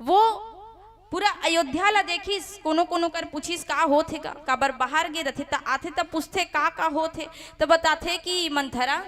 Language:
Chhattisgarhi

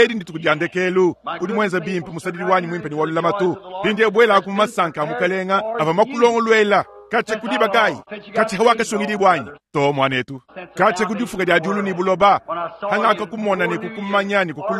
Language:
Luba-Lulua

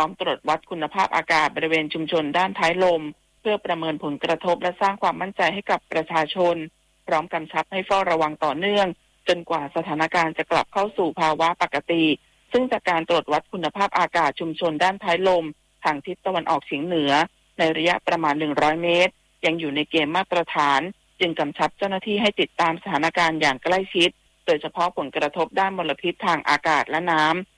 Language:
Thai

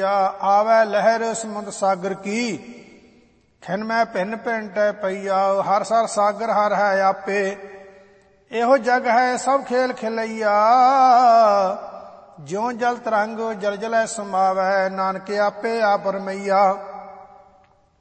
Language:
Punjabi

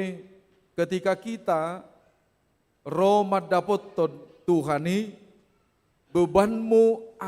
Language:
Batak Toba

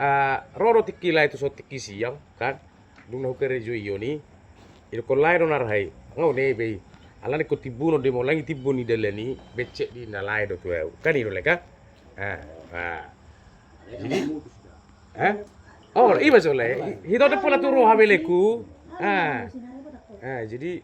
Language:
Batak Toba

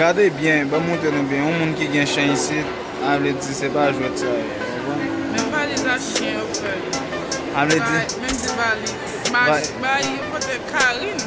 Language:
Haitian Creole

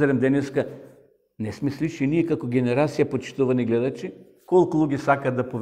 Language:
Macedonian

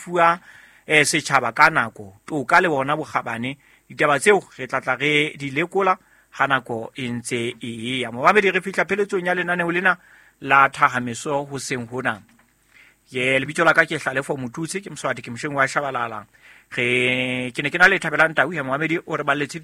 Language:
Southern Sotho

